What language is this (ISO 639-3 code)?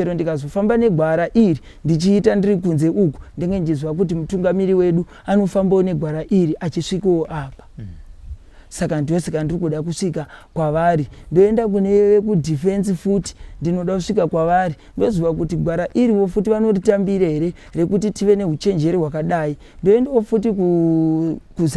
sna